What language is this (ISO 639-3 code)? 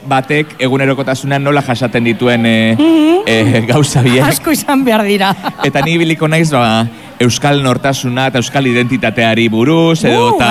eus